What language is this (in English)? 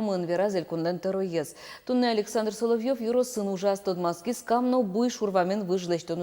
Udmurt